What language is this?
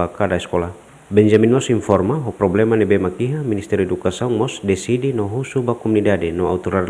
Tetum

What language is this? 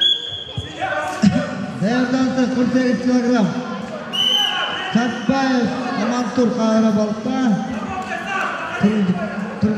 Kazakh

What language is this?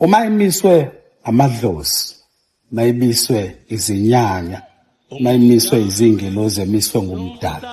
Zulu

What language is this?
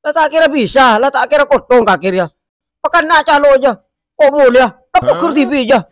Madurese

